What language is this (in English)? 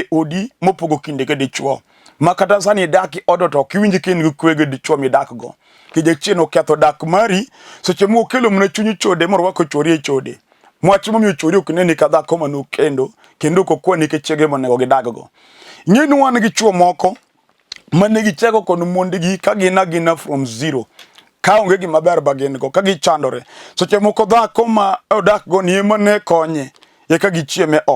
Luo (Kenya and Tanzania)